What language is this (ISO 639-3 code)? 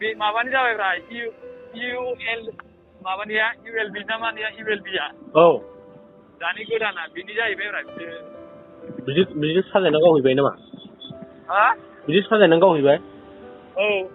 brx